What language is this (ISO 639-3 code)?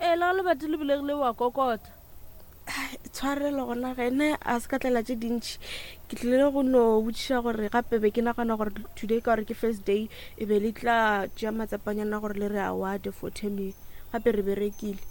nso